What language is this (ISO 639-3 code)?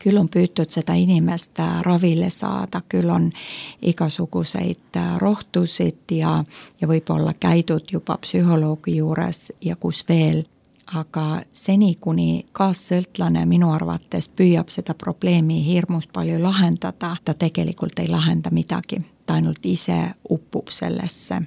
est